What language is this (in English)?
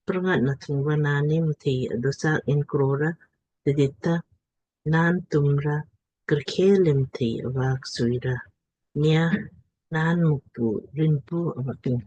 Lamkang